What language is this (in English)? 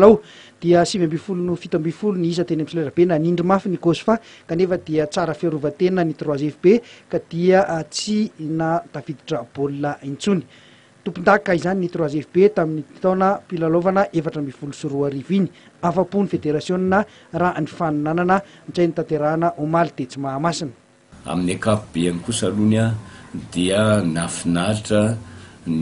Malagasy